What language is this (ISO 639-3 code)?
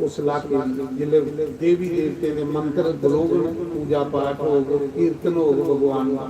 doi